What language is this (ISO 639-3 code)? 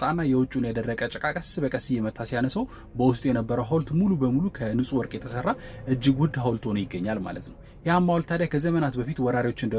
amh